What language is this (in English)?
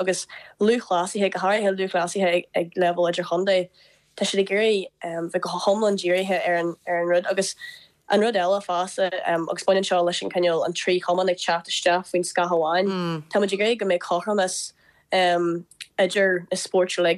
Irish